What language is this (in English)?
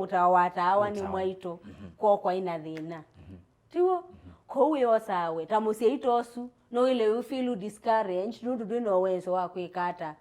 Kamba